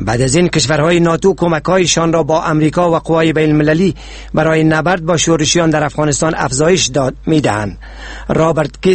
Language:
Persian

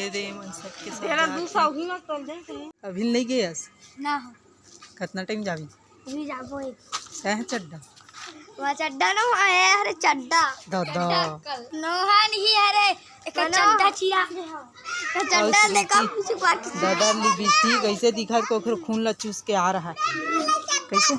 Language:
Chhattisgarhi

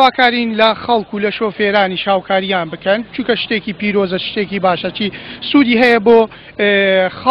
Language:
Central Kurdish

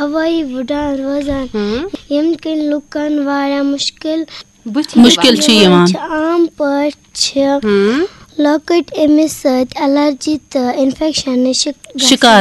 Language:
Kashmiri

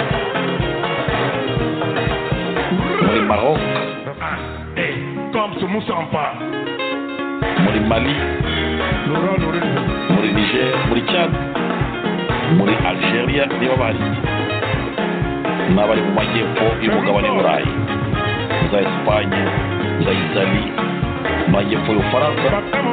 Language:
Kinyarwanda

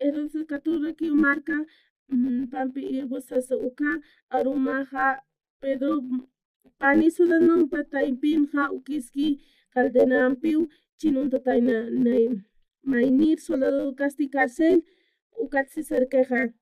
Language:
Aymara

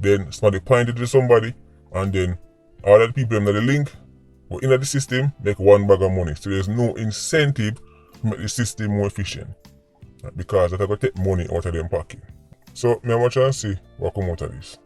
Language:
Jamaican Creole English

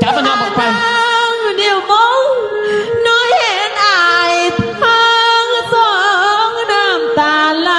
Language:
Lao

